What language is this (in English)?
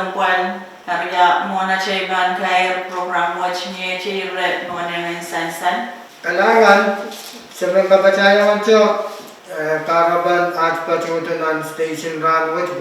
Pohnpeian